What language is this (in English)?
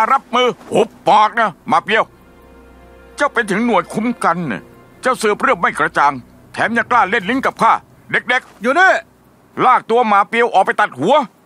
Thai